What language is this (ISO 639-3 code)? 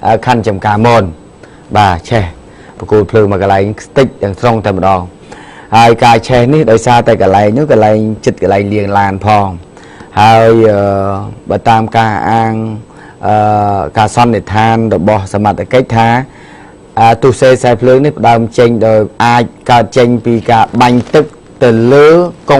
khm